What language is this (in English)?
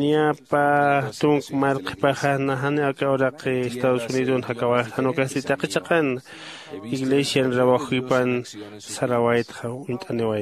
Aymara